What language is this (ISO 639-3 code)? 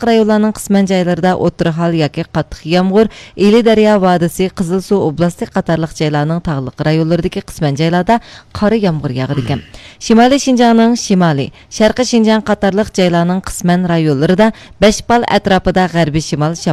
uig